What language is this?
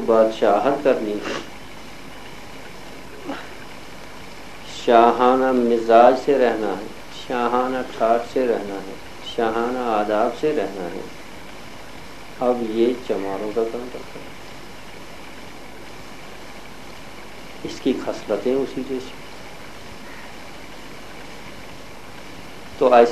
Urdu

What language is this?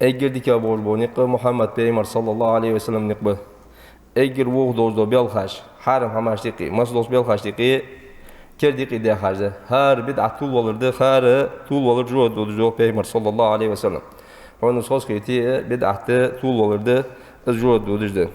Ingush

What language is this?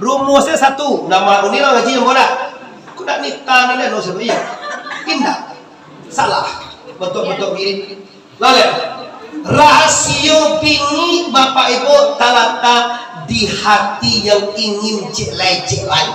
Minangkabau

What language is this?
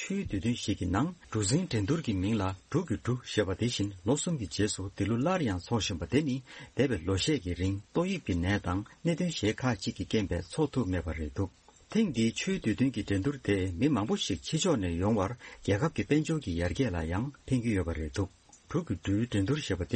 Tibetan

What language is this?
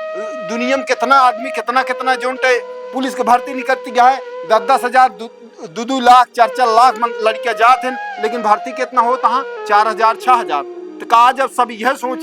Awadhi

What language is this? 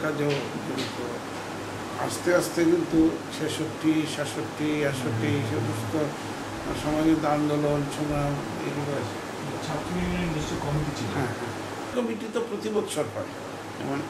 Bangla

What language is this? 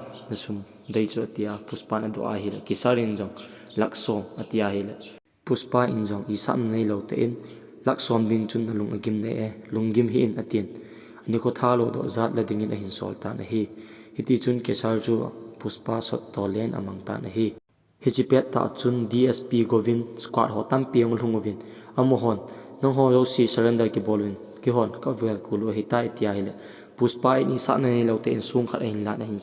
Thado Chin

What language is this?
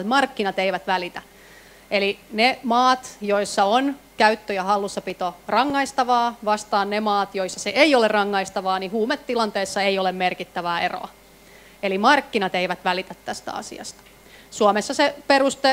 Finnish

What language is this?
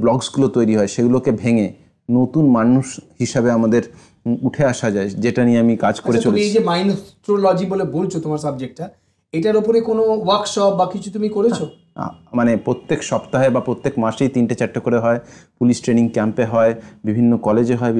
Bangla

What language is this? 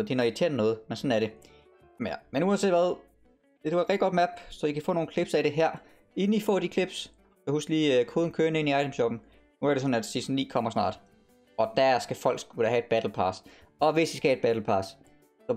Danish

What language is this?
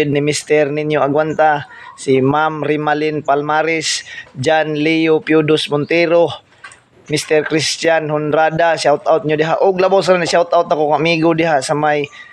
Cebuano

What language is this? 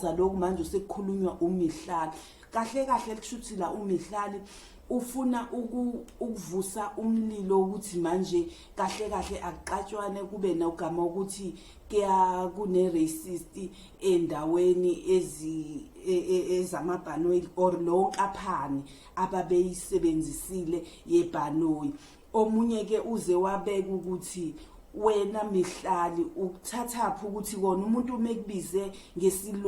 Zulu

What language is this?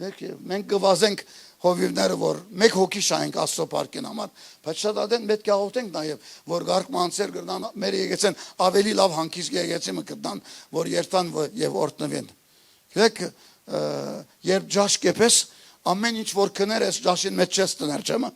Western Armenian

